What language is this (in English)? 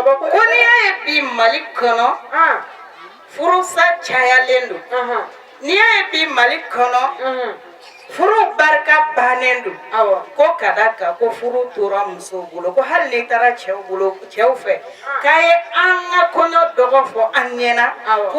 Bambara